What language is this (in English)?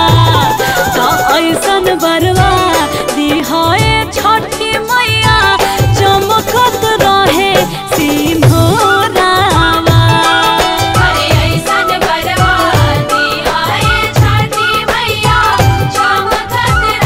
Bhojpuri